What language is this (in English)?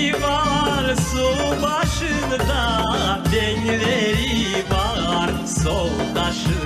Crimean Tatar